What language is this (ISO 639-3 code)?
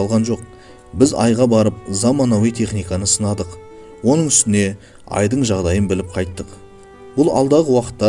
kaz